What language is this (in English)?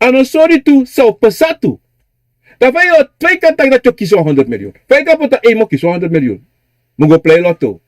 Sranan Tongo